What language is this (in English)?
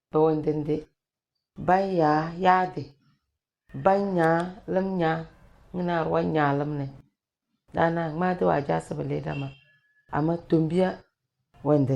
Tem